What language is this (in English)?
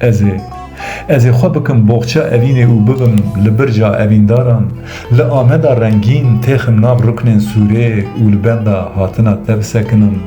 Kurdish